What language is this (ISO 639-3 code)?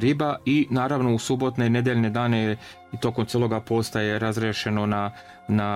srp